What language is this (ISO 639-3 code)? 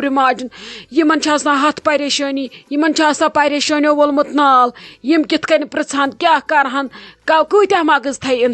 kas